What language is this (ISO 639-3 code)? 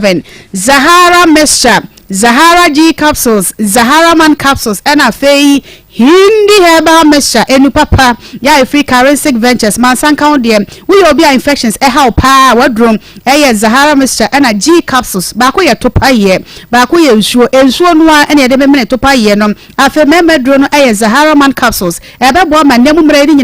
aka